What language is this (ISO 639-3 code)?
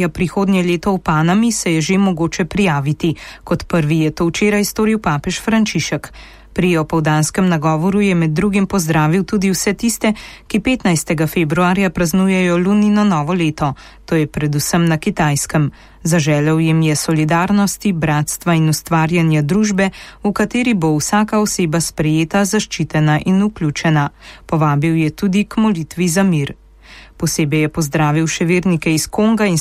slv